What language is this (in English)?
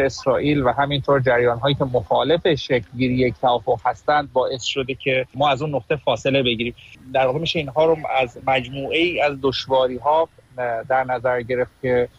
Persian